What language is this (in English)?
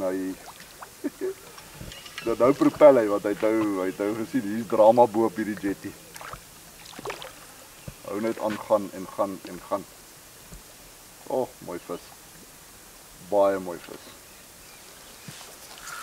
Afrikaans